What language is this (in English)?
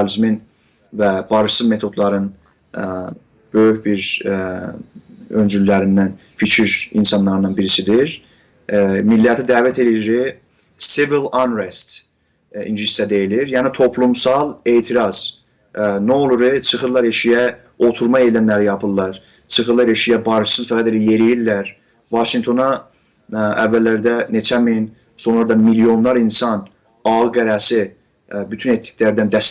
South Azerbaijani